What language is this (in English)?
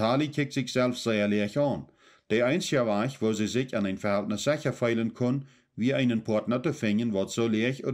Plautdietsch